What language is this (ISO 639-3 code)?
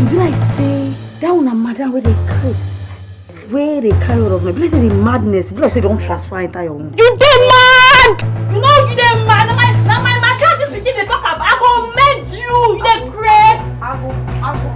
pcm